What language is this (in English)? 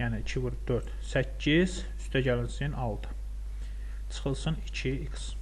Azerbaijani